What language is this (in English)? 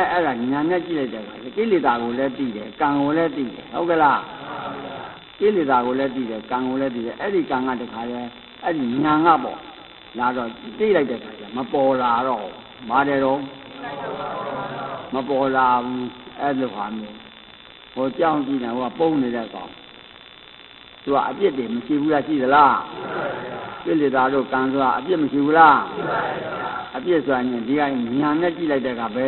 Burmese